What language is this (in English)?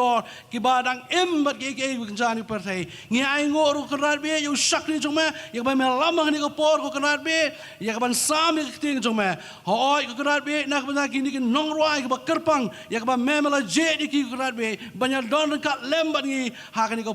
Khasi